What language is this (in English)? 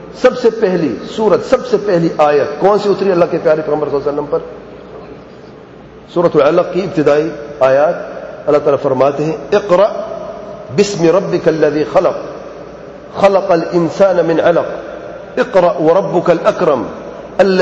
Urdu